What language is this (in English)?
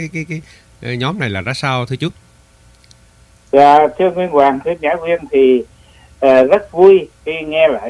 Vietnamese